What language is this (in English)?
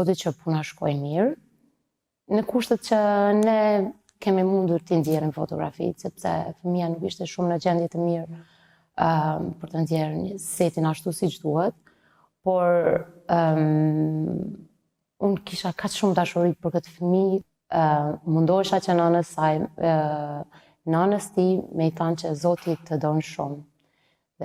Albanian